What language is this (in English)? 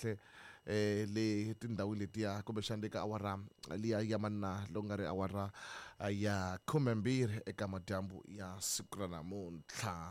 Tsonga